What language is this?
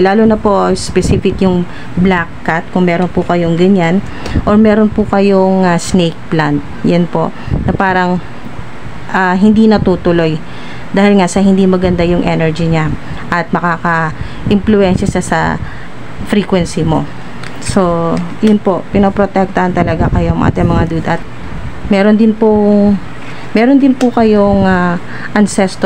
Filipino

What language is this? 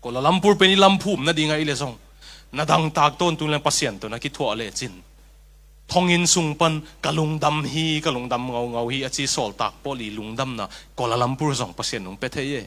Tedim Chin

